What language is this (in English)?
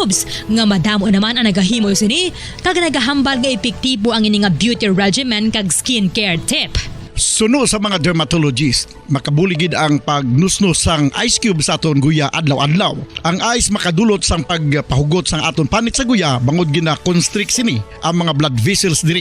Hiligaynon